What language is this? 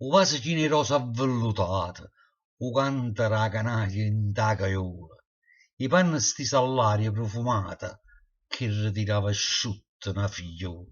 Neapolitan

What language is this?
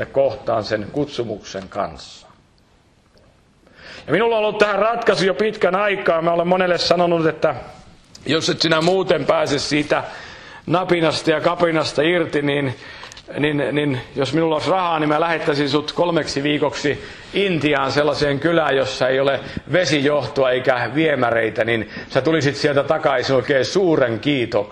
Finnish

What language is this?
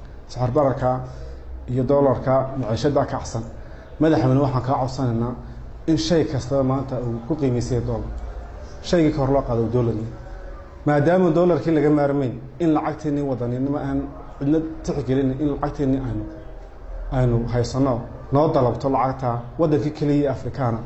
Somali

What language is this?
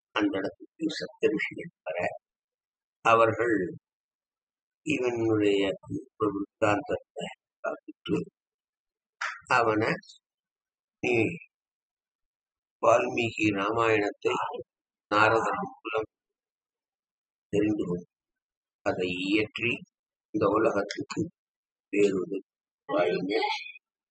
Tamil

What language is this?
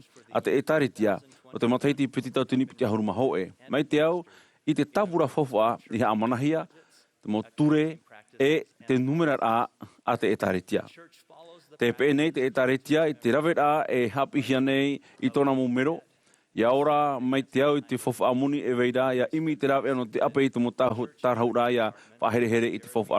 Tahitian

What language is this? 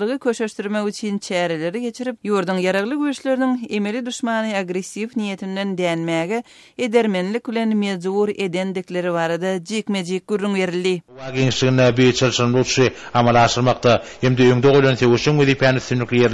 Turkmen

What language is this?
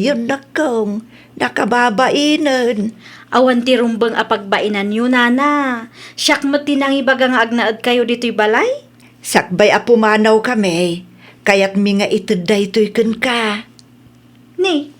Iloko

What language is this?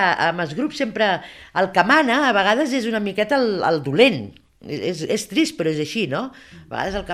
Catalan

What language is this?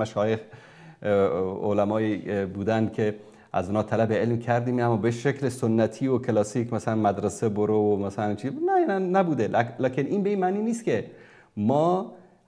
Persian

